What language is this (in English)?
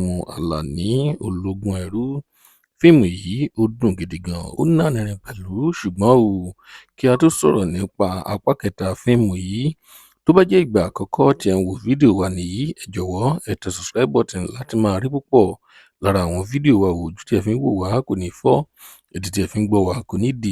Yoruba